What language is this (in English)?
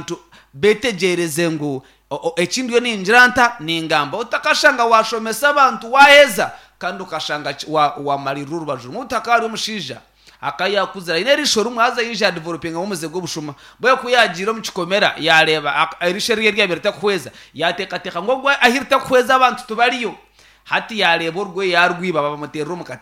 Nyankole